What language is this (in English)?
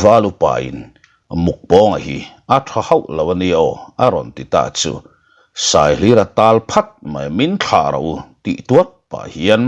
Mizo